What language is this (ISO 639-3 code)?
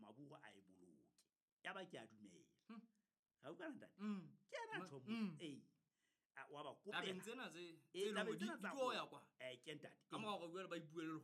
sot